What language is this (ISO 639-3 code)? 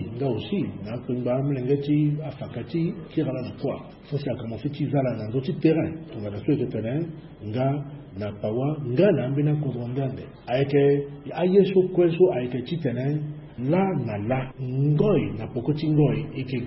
sag